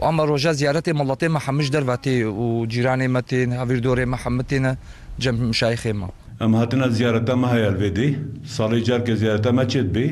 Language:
Kurdish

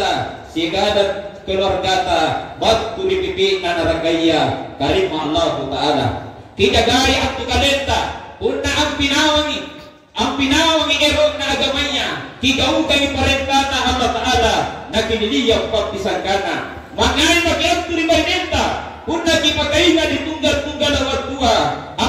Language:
Makasar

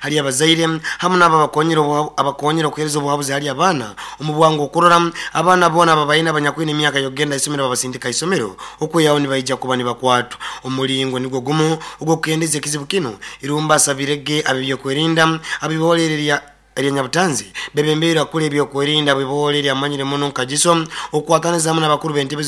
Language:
Nyoro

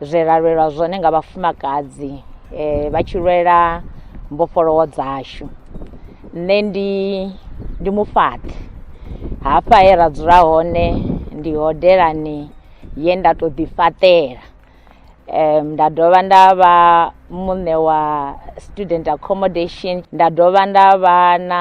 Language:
Venda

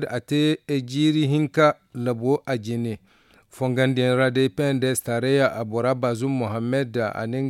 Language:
Zarma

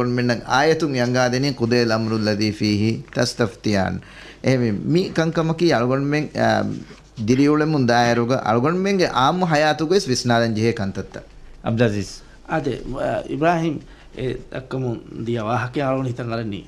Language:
Divehi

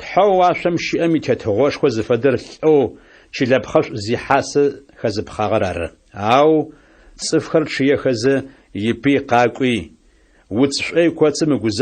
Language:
Adyghe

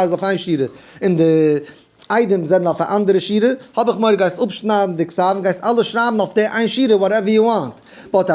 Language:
Yiddish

